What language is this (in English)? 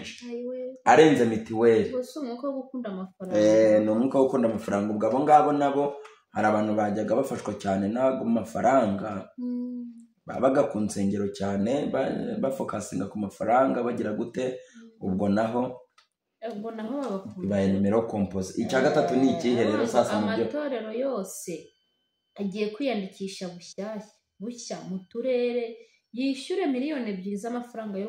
Kinyarwanda